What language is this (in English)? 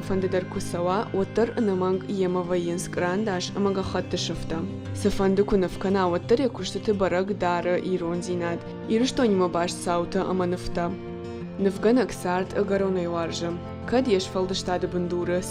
Ossetic